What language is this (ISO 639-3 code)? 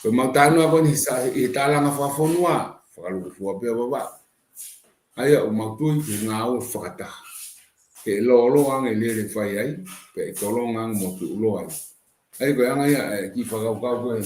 ton